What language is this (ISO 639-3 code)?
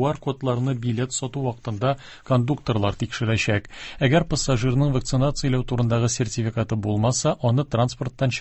tat